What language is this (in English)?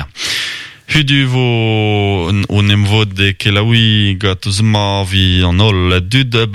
Breton